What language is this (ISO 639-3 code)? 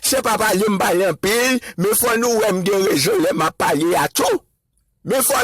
hat